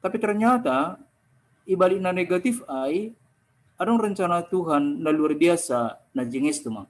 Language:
Batak Simalungun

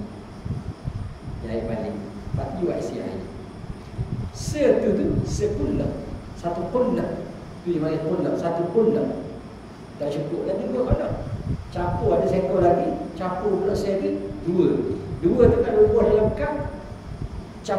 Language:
Malay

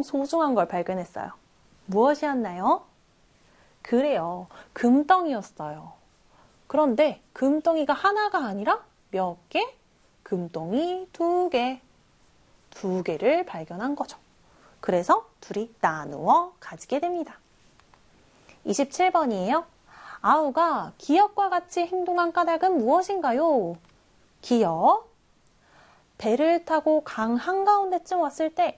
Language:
Korean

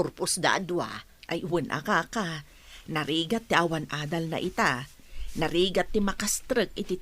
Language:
Iloko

